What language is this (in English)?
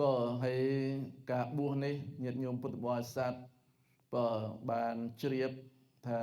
Khmer